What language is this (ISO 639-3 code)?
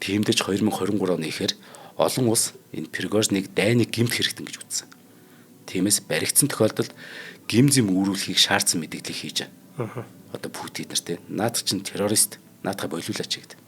mon